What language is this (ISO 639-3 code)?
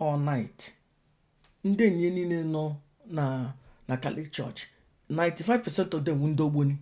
ibo